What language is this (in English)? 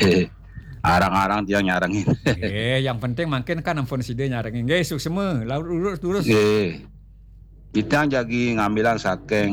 Balinese